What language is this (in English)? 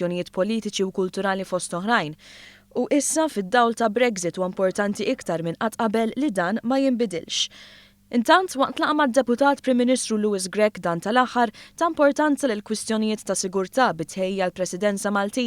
Maltese